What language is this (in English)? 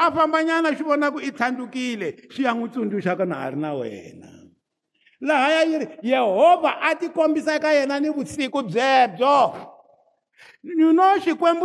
Tsonga